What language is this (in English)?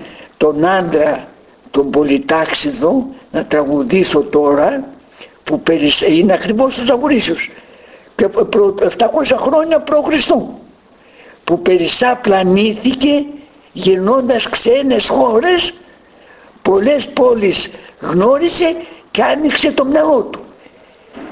Greek